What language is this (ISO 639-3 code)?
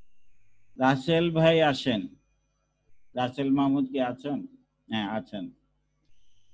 ben